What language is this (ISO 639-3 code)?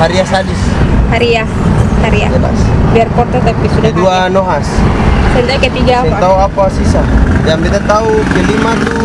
abs